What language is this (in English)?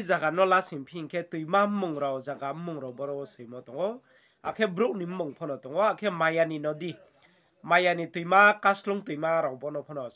Riang (India)